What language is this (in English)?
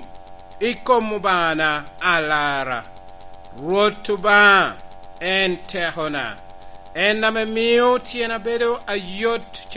Lango (Uganda)